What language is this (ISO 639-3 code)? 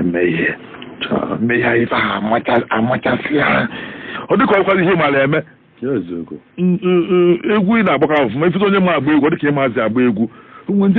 ibo